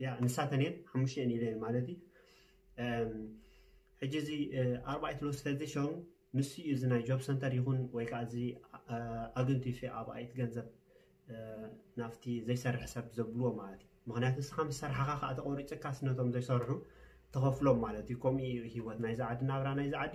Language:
Tigrinya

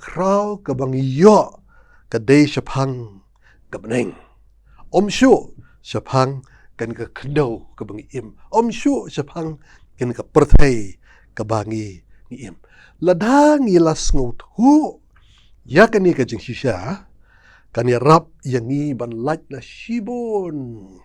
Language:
Khasi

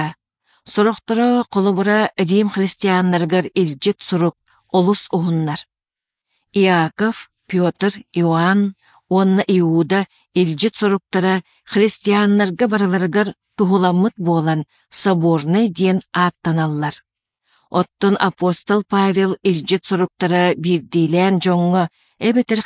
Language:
Yakut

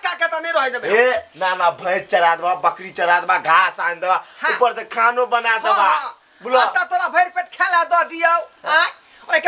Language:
Maithili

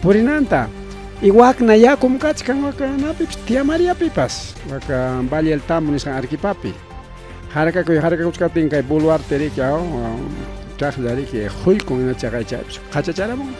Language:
Ayacucho Quechua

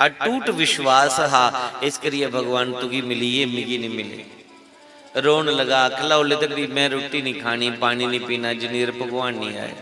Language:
Dogri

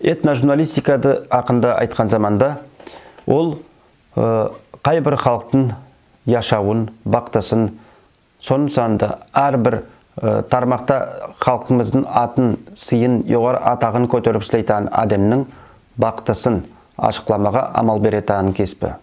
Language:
Nogai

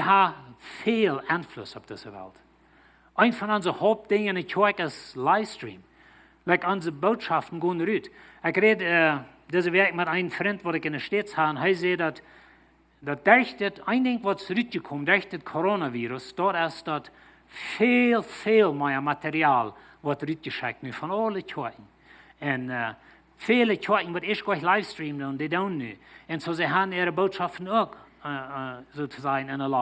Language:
Plautdietsch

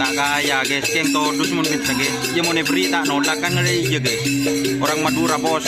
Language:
Madurese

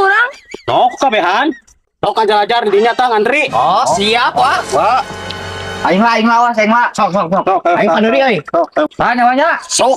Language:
Sundanese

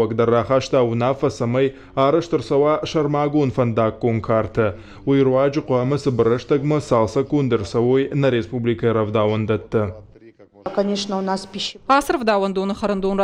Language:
Ossetic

